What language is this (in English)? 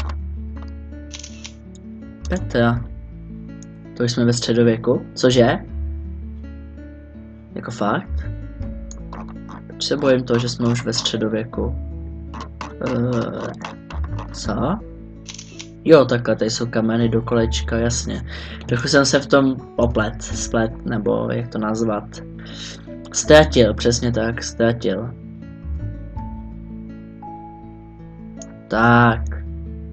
Czech